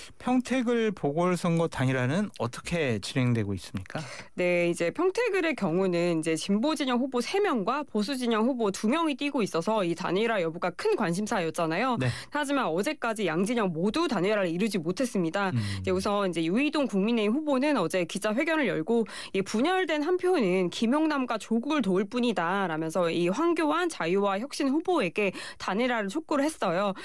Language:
Korean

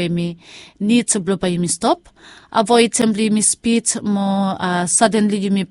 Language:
Bislama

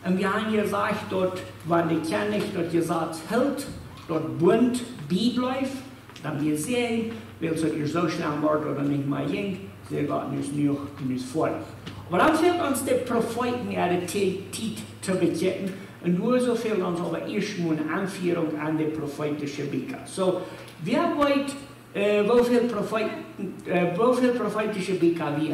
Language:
Plautdietsch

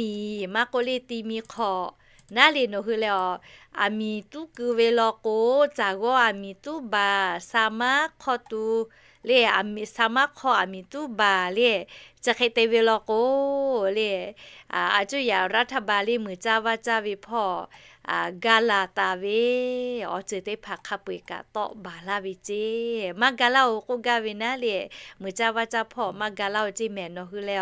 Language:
Lahu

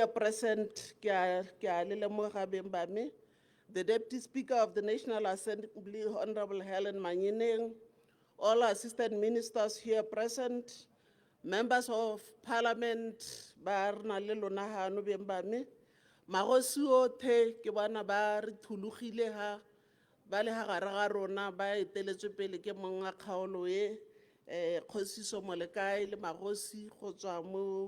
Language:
Tswana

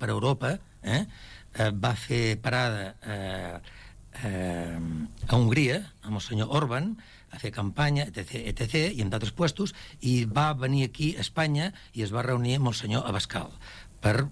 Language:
Catalan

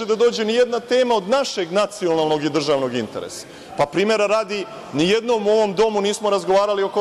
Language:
Serbian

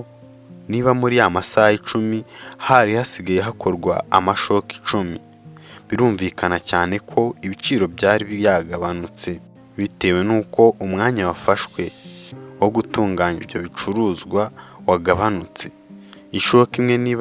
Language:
Kinyarwanda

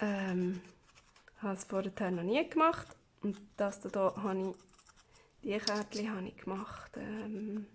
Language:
Swiss German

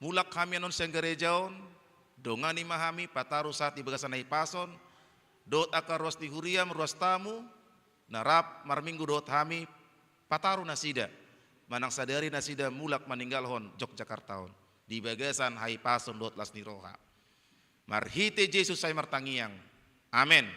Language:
Batak Toba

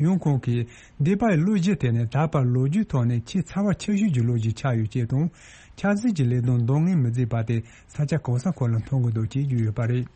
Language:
Tibetan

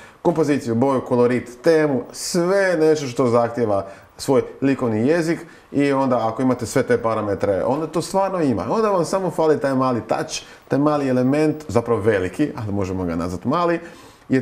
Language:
Croatian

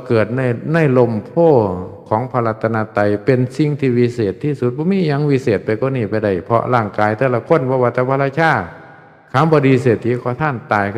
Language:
Northeastern Thai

